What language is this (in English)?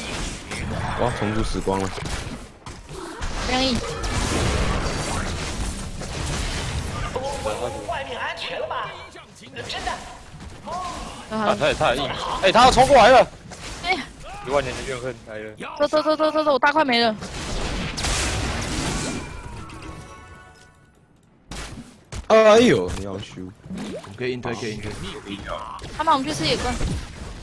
Chinese